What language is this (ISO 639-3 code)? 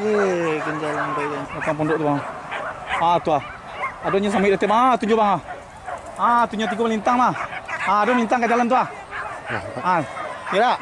min